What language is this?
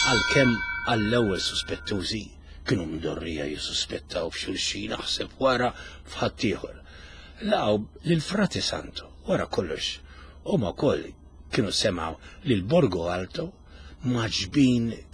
Maltese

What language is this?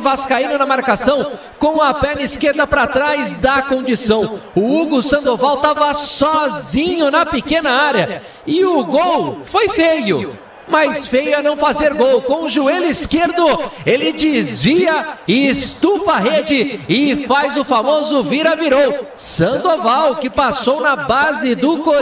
Portuguese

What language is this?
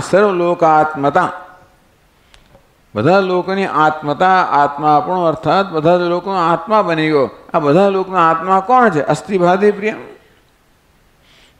Gujarati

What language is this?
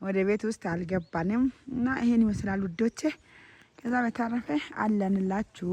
Amharic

